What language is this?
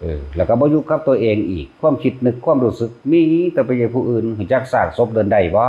Northeastern Thai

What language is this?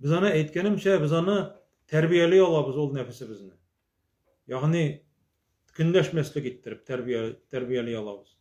Tatar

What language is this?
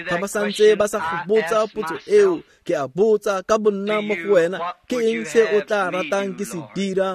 Tswana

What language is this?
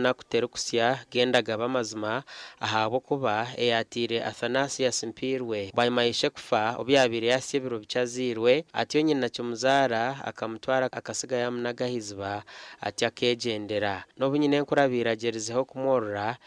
Nyankole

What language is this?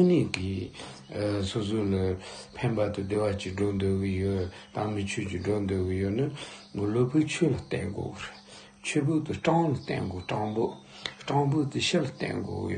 Tibetan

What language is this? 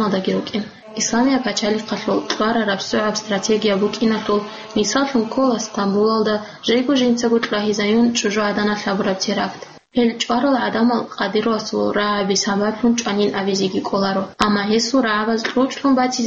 Avaric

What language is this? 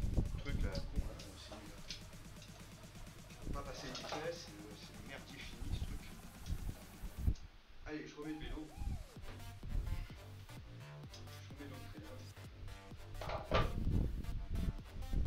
French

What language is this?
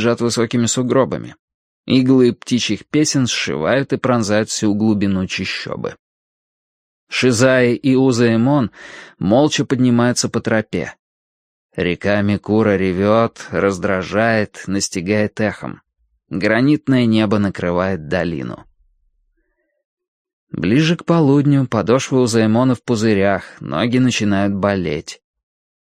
Russian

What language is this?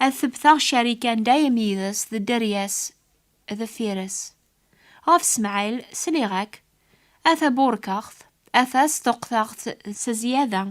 Kabyle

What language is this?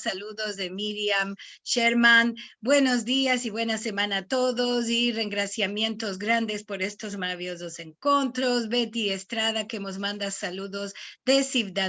Ladino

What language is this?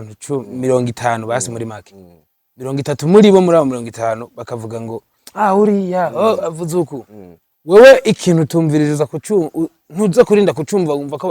Rundi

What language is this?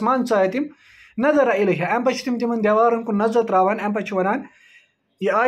Kashmiri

